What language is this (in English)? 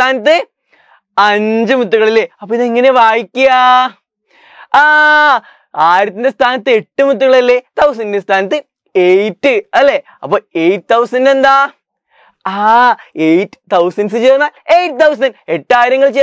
Malayalam